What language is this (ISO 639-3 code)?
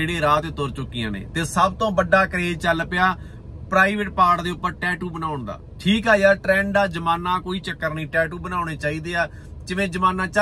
pan